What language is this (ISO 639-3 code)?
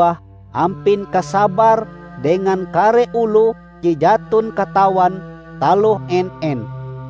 nij